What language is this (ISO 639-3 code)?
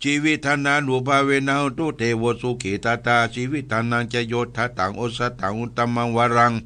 pli